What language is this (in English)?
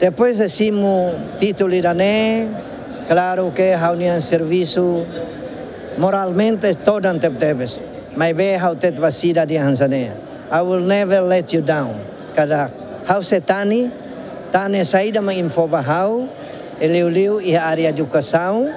Tetum